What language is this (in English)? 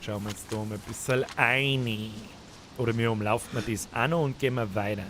Bavarian